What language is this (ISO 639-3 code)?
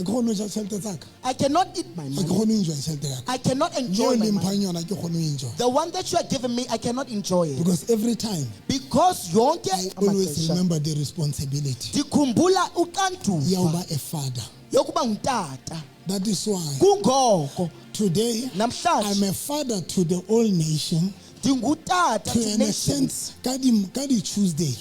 sot